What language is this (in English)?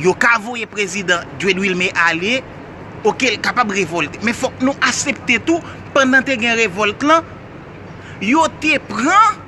Haitian Creole